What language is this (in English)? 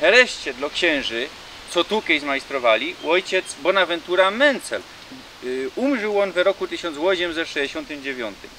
Silesian